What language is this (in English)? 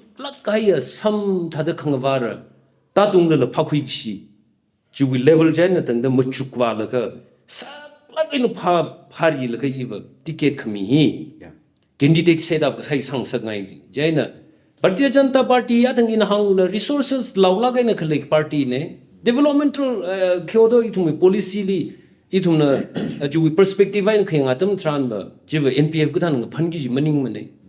Tangkhul Naga (India)